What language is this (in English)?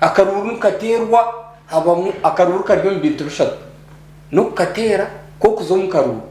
Nyankole